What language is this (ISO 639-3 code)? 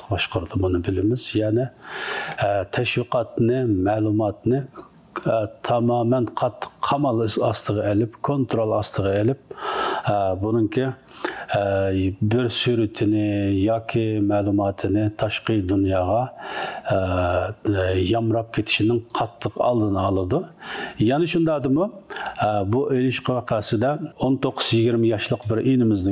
uig